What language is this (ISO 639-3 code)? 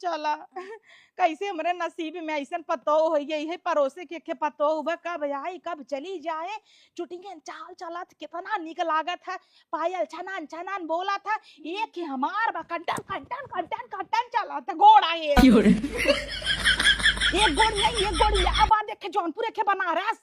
awa